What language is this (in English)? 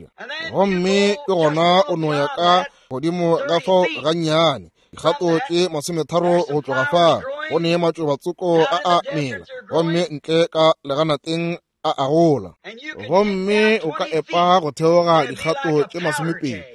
Northern Sotho